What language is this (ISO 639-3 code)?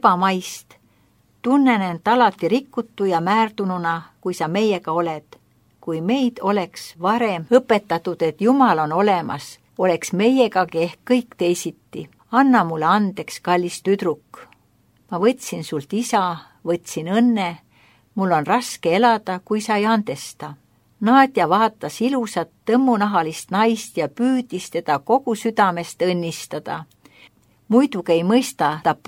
est